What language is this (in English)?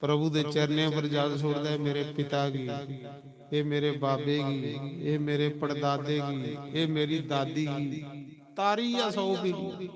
Dogri